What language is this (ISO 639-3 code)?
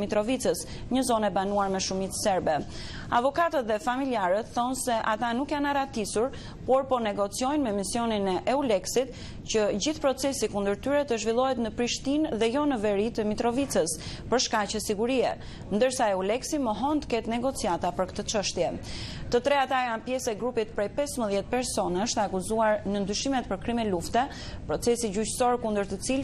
sqi